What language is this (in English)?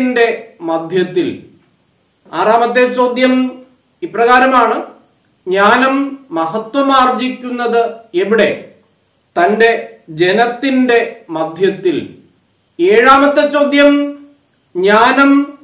Malayalam